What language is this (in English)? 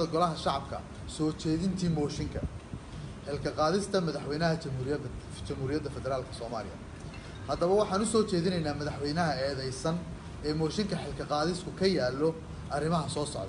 Somali